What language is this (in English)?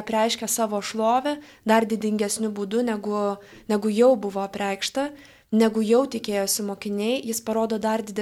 Lithuanian